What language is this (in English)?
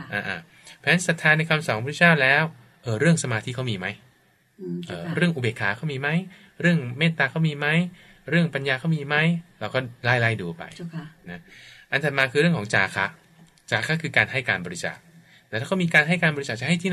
Thai